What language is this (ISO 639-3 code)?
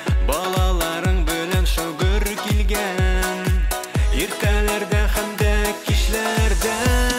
tat